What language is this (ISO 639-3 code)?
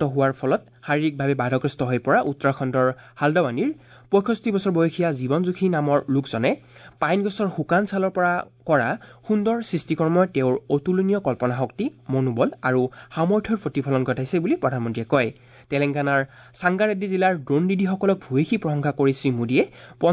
asm